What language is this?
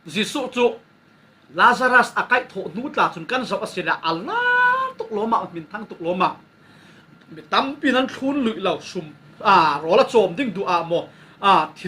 Falam Chin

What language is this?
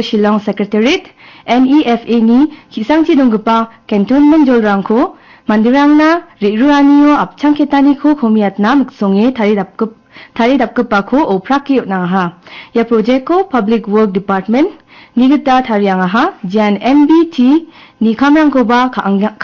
Garo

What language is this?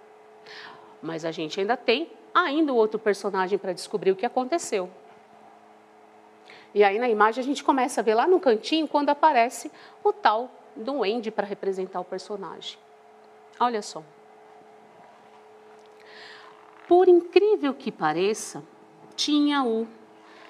Portuguese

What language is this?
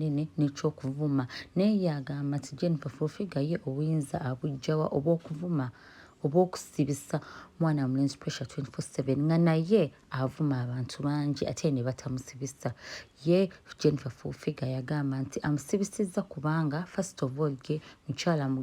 Ganda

